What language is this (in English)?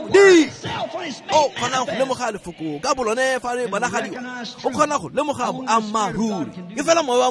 Tswana